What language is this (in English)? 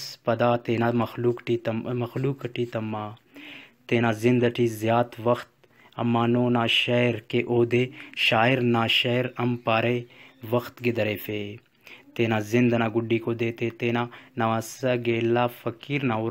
Brahui